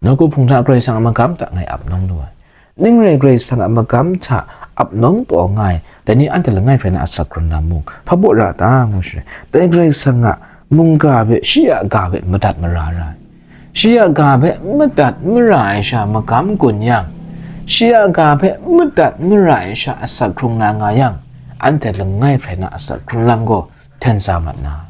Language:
Kachin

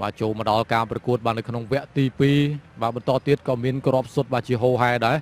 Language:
Khmer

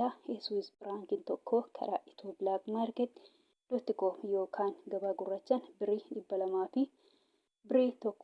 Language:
Oromo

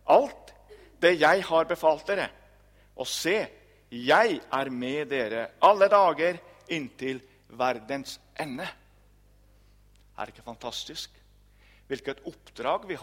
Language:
Norwegian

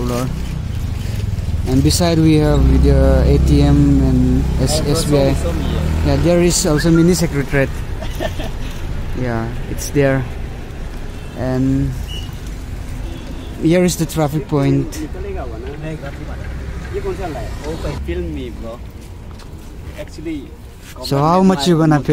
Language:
Hindi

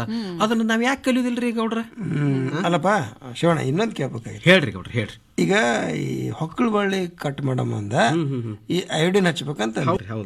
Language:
Kannada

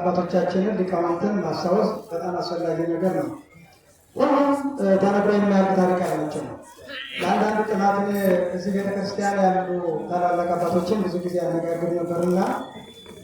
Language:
Amharic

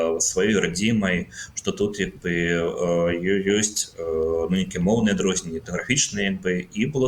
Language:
Belarusian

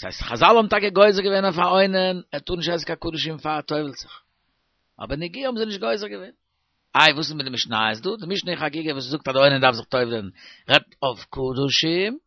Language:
Yiddish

